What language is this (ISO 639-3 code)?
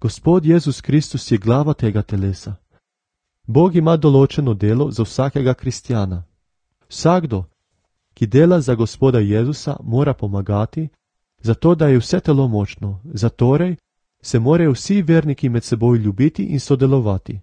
slv